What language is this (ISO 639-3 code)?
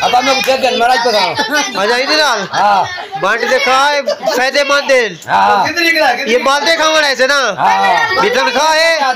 skr